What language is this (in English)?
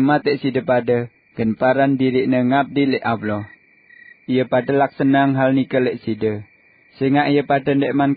Sasak